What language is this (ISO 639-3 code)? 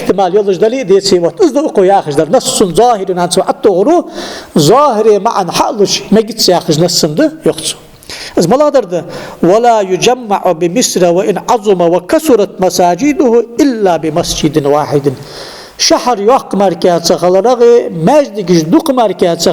inh